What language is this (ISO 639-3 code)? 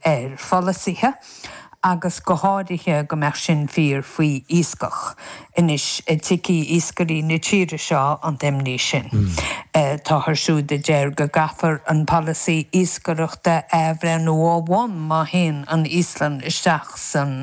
gle